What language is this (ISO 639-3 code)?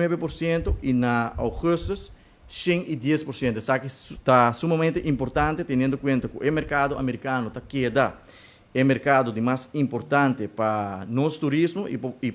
pap